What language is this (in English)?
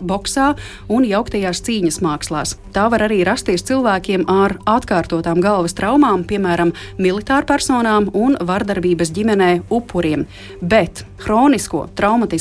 Latvian